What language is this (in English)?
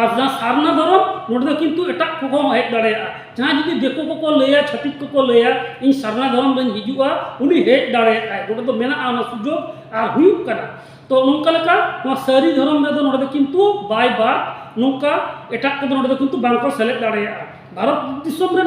Santali